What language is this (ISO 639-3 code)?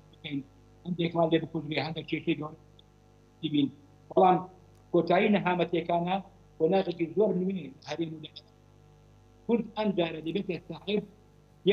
ckb